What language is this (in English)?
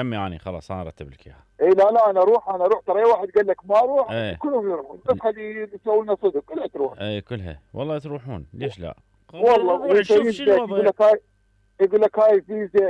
Mesopotamian Arabic